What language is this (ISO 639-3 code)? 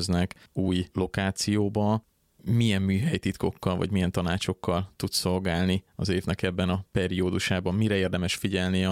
hun